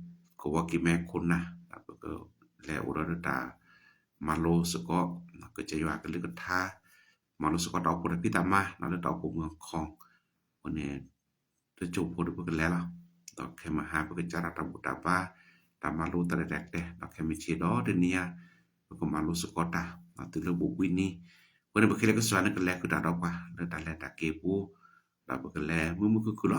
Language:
S'gaw Karen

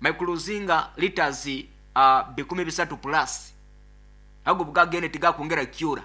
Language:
Nyoro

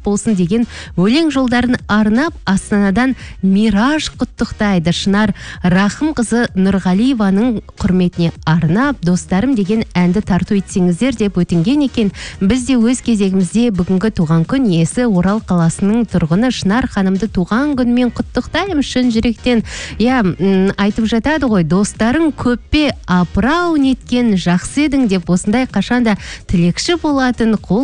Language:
Kazakh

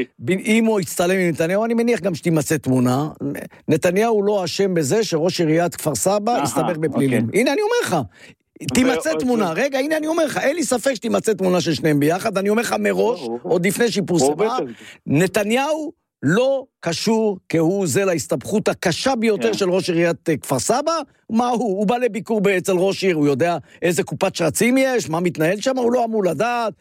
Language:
Hebrew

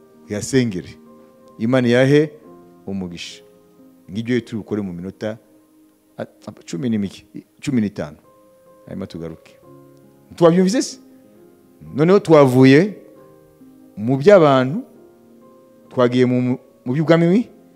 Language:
Kinyarwanda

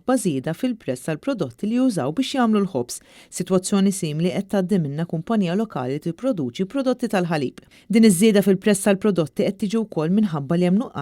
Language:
Maltese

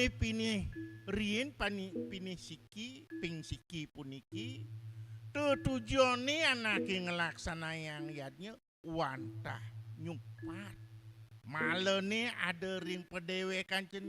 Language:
Balinese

